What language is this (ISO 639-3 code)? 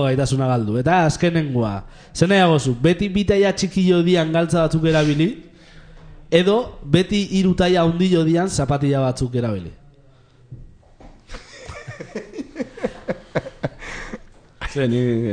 eus